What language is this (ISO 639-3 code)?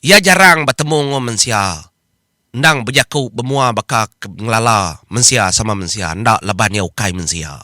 iba